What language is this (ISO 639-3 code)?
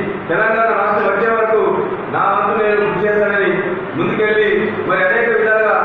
tel